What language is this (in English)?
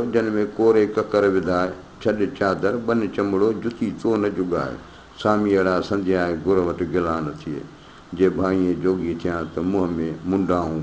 Sindhi